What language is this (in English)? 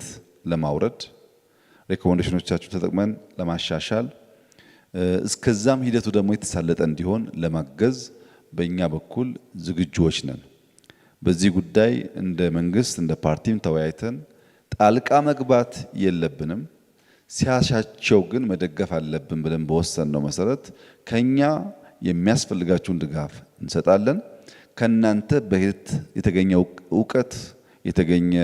Amharic